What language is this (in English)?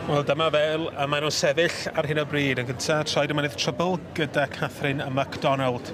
Welsh